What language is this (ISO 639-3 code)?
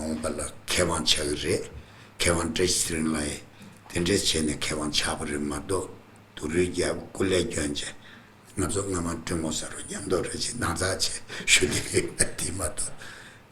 bod